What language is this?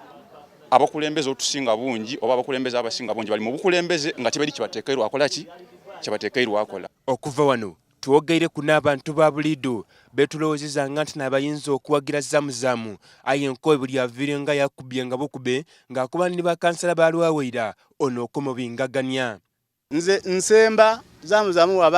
Soga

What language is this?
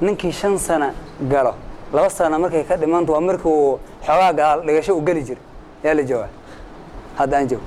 Somali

